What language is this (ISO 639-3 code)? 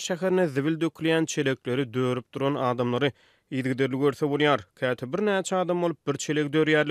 tuk